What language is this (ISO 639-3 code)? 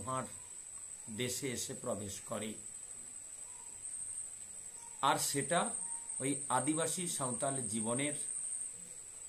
ben